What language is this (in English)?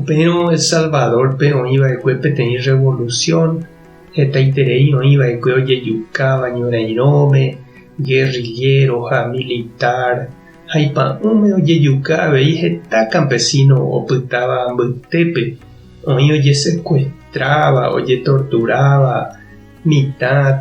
Guarani